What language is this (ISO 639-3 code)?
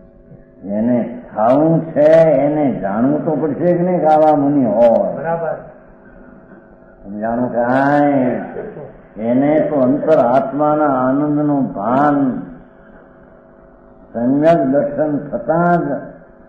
guj